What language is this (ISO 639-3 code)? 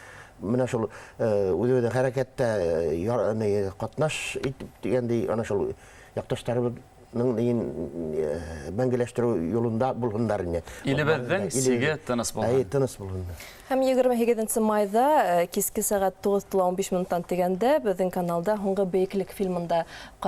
bak